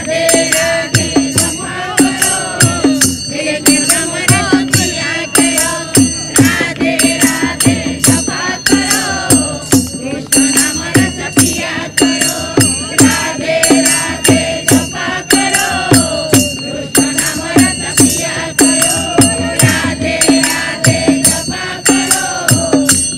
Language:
Hindi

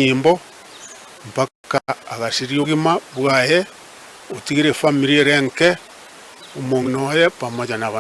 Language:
Gusii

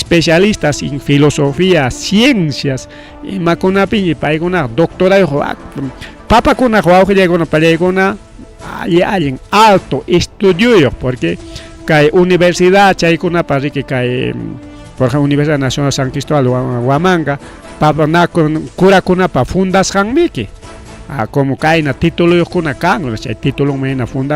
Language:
Ayacucho Quechua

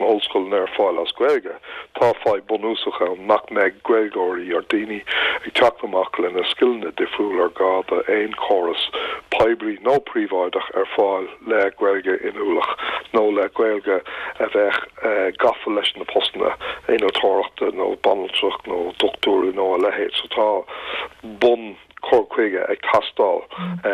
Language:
Irish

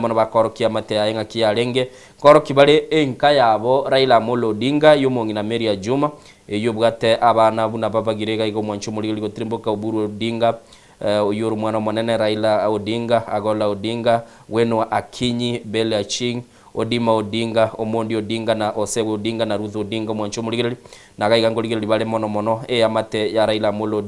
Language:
Gusii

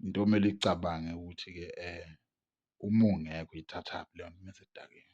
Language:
Zulu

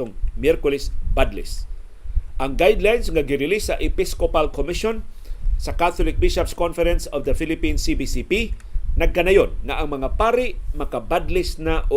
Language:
Cebuano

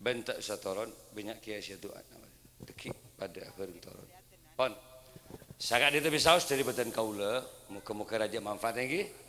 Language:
Madurese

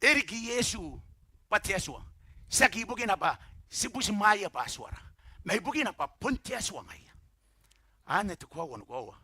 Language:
Gilbertese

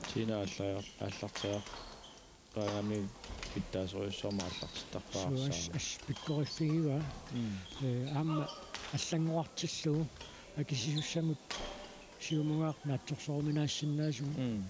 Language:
Kalaallisut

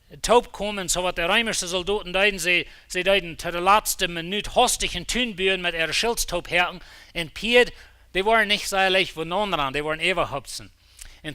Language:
Plautdietsch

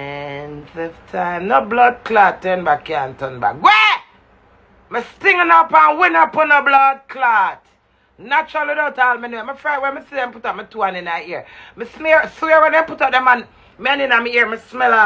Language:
Jamaican Creole English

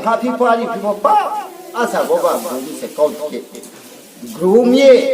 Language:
Riang (India)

